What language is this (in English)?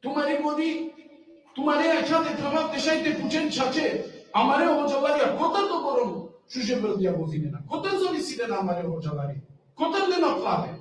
Balkan Romani